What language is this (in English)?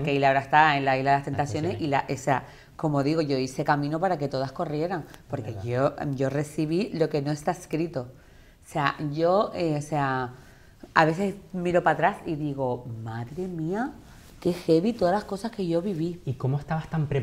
Spanish